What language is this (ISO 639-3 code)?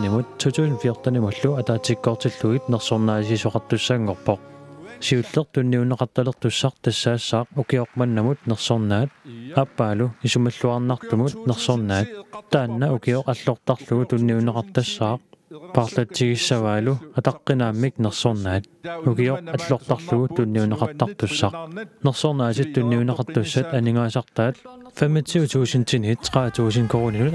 kal